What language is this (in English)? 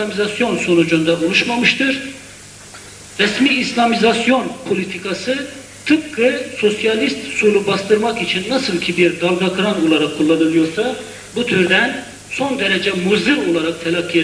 Turkish